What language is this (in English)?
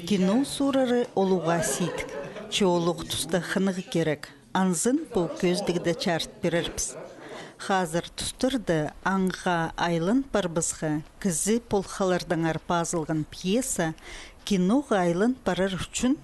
Khakas